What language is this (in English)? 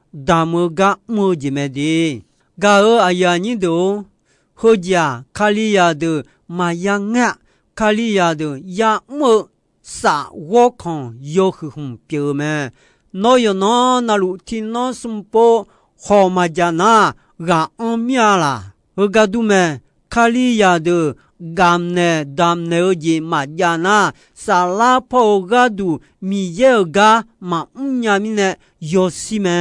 Akha